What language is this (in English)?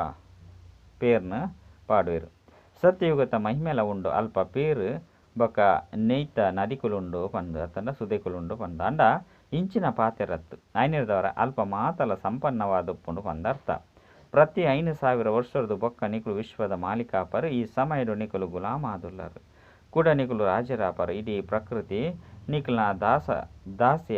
Tulu